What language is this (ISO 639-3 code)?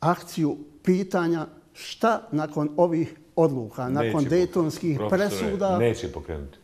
bos